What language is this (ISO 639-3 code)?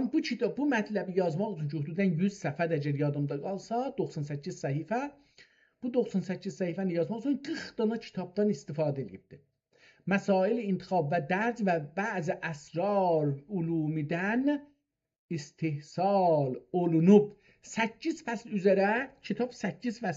azb